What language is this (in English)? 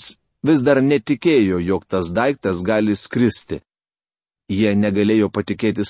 Lithuanian